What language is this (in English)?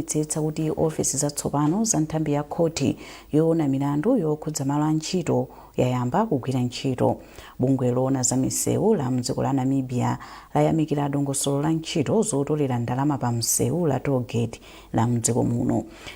Nyanja